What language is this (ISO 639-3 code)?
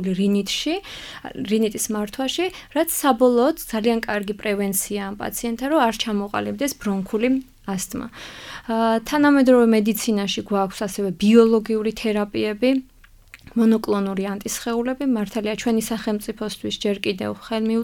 kat